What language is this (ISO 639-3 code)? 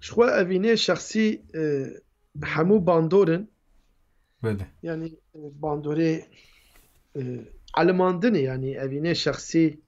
kur